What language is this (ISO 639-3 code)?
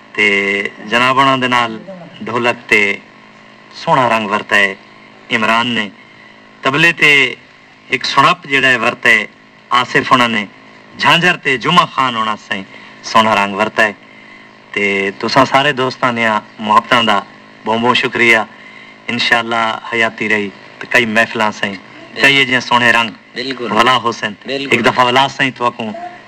skr